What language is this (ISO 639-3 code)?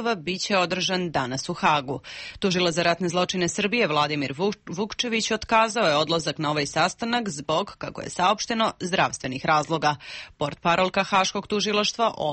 srp